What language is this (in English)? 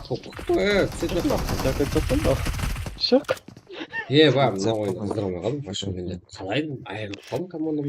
Kara-Kalpak